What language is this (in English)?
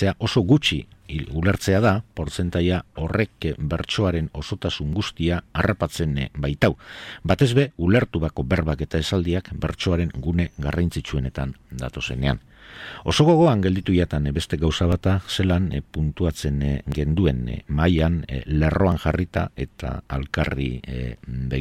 Basque